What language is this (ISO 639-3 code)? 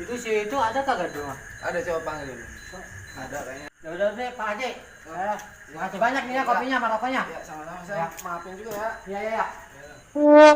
bew